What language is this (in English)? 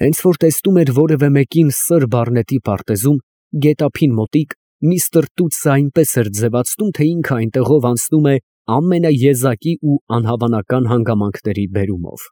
Armenian